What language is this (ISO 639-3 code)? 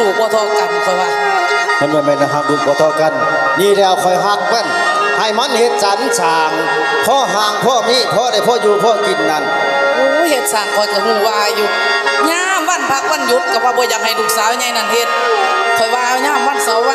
tts